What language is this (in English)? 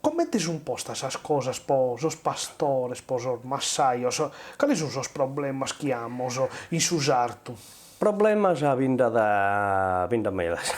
Sardinian